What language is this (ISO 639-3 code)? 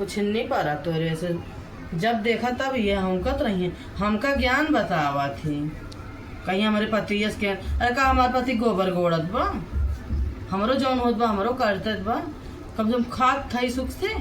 awa